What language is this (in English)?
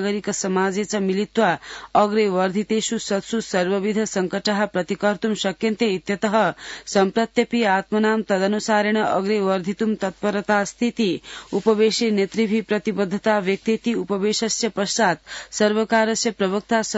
Sanskrit